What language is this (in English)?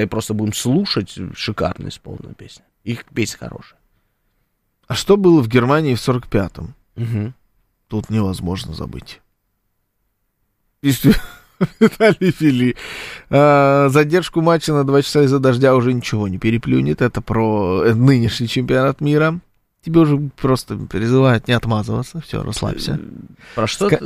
Russian